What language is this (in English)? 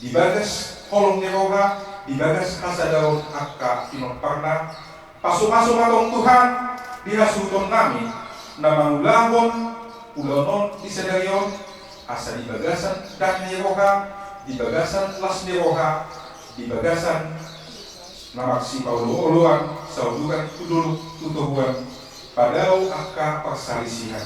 Batak Toba